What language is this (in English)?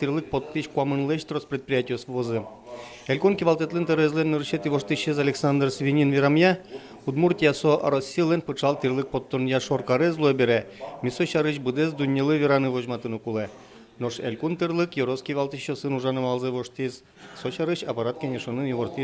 Udmurt